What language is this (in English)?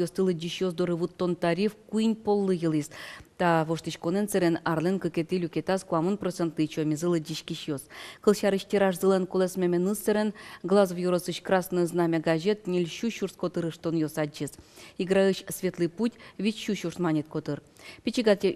Udmurt